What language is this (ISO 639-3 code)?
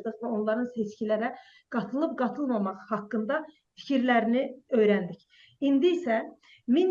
azb